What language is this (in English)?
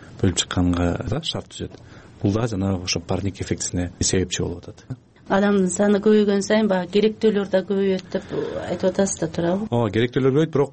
Kyrgyz